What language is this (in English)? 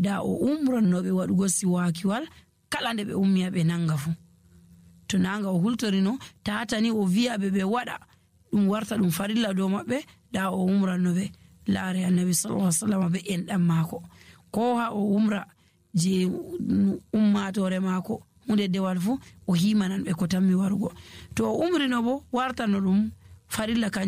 Nigerian Fulfulde